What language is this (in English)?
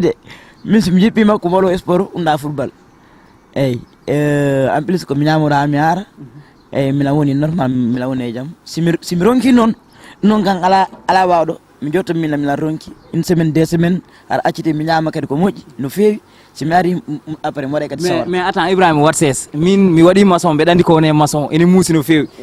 Fula